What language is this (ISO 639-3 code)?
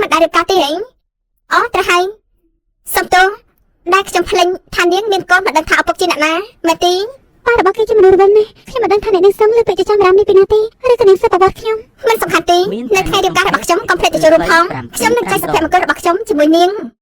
khm